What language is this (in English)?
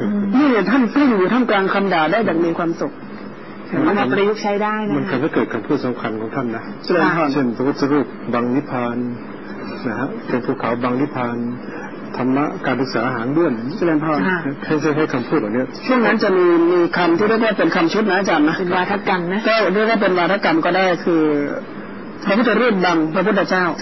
Thai